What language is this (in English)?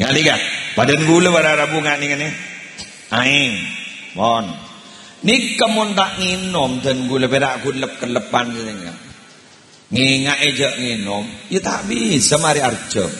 Madurese